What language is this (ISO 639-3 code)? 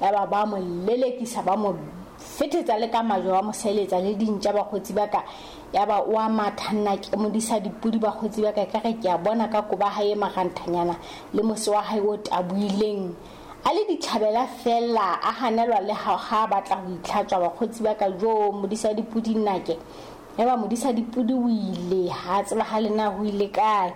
sot